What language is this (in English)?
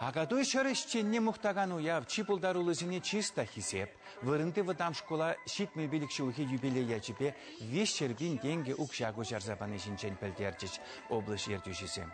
Chuvash